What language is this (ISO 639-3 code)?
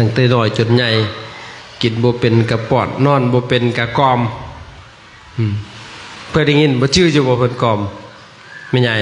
lao